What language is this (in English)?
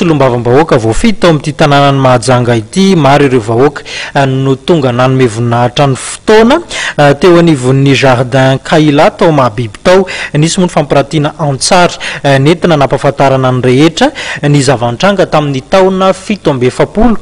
Malagasy